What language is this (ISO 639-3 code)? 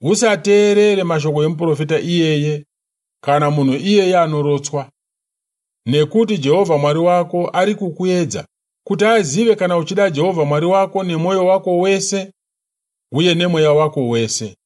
sna